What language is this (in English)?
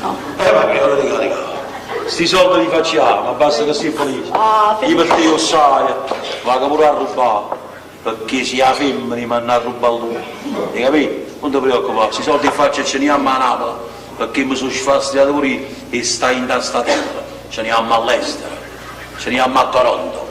Neapolitan